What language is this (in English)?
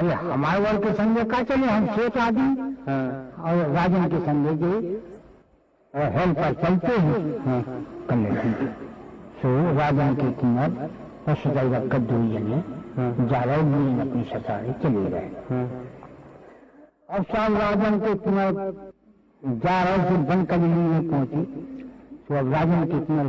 Hindi